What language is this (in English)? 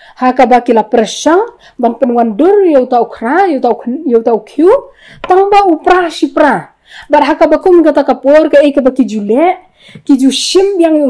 Khasi